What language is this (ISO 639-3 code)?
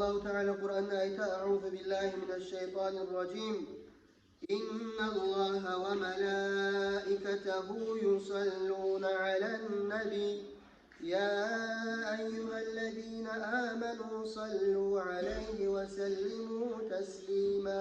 kum